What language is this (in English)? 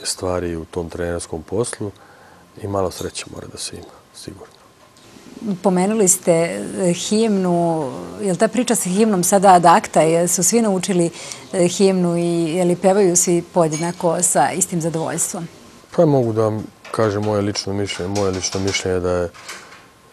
Serbian